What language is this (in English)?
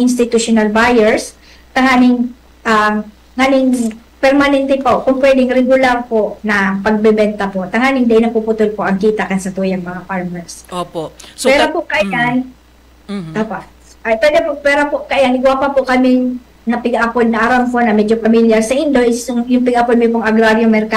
Bikol